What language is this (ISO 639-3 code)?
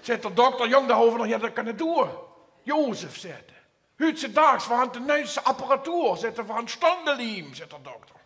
lim